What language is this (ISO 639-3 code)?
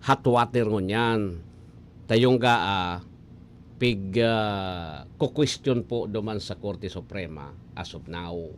bik